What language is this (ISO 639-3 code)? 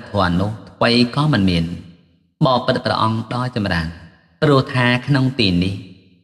khm